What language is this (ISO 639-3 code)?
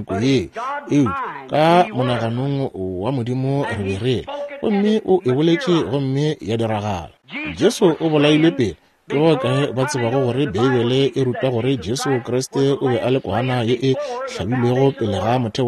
nso